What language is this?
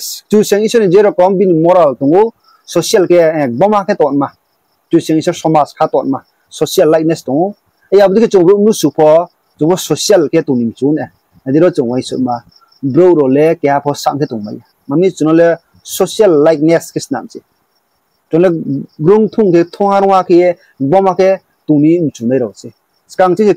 Riang (India)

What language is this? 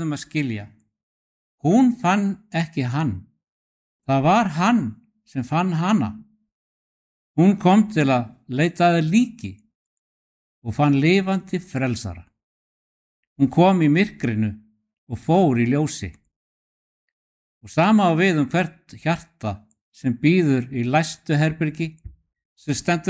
Icelandic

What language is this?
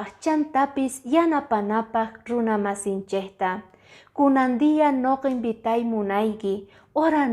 Quechua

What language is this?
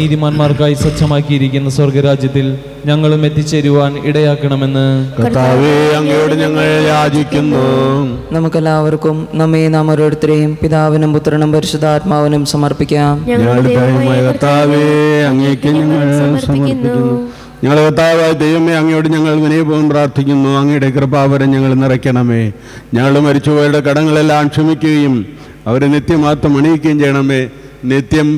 Malayalam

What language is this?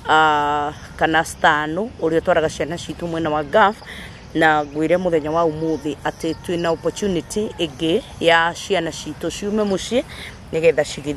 Kikuyu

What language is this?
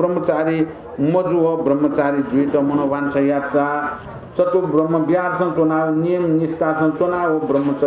Newari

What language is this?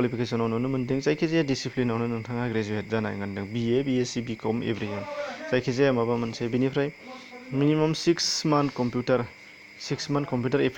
Bodo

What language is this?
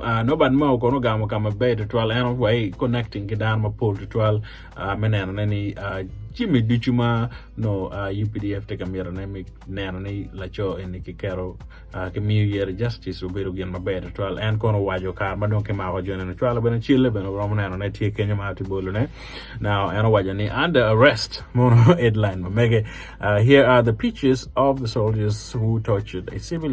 Acoli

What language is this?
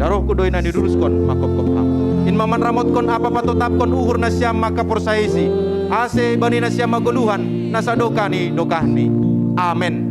Batak Simalungun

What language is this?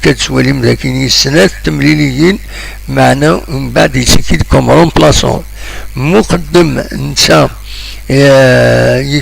Kabyle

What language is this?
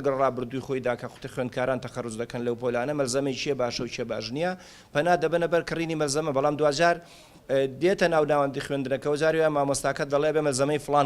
Central Kurdish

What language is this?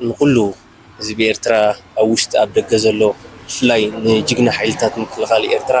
Tigrinya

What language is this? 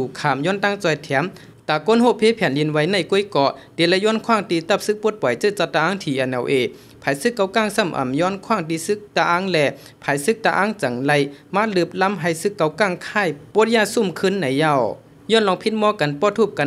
Shan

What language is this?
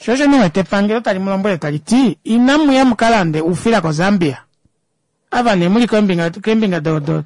Kuanyama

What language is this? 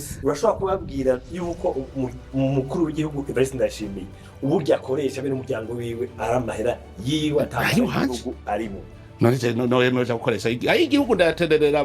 Rundi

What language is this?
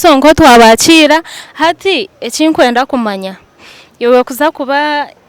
Nyankole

